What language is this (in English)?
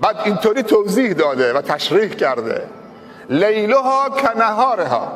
Persian